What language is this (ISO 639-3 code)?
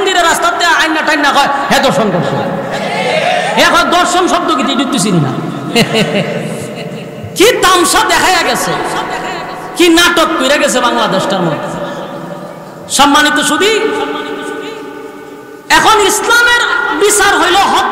ben